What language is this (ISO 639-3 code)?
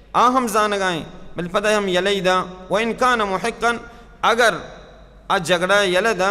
bal